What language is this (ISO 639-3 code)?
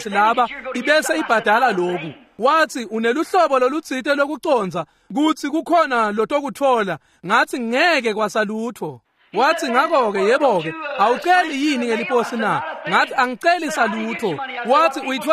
ssw